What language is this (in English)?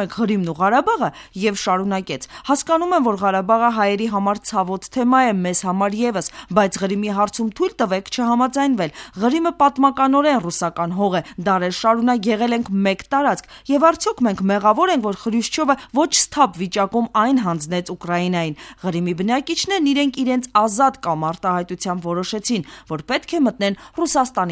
Armenian